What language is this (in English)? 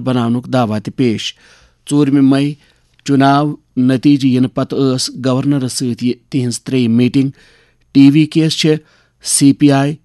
Kashmiri